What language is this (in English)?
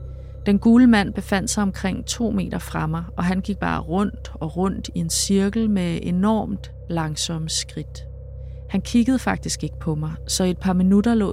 Danish